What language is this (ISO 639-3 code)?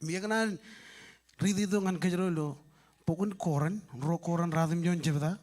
mah